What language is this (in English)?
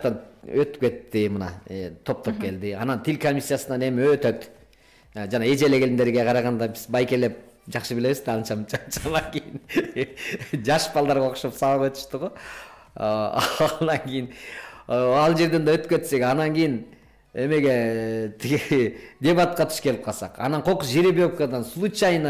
Kyrgyz